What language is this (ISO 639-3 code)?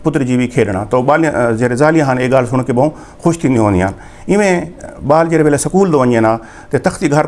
skr